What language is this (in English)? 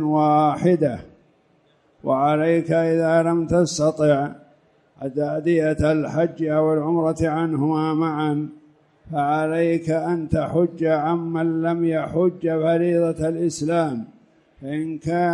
Arabic